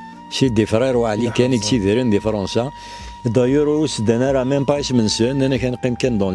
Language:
Kabyle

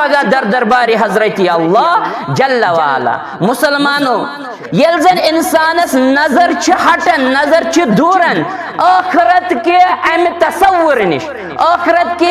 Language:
Kashmiri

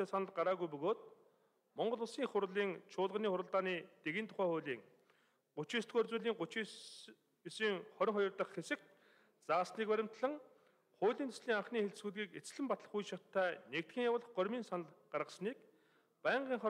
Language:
Mongolian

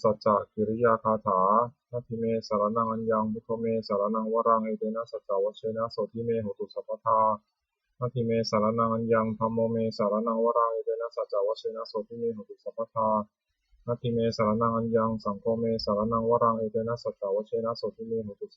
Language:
Pali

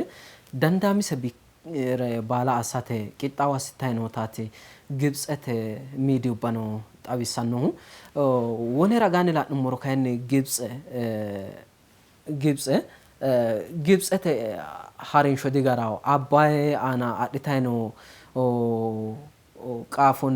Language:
Sidamo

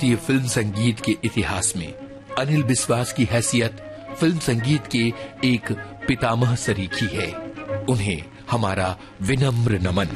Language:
Hindi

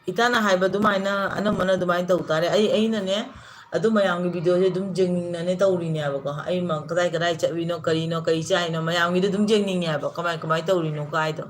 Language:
Manipuri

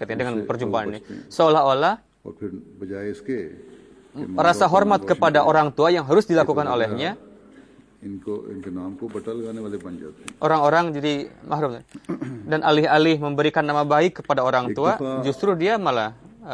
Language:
Indonesian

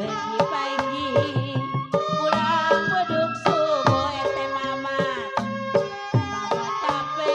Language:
Betawi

